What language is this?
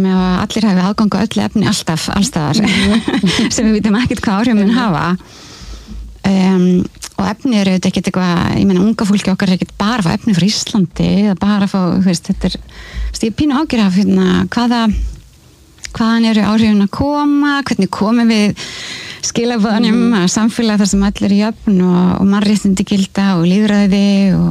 Icelandic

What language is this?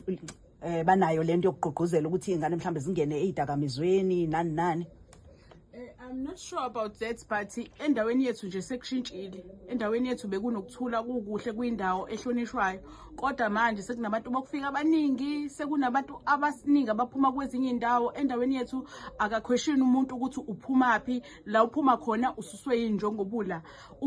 Zulu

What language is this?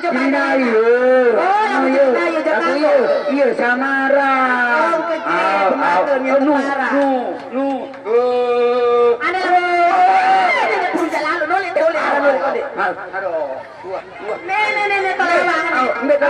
Sasak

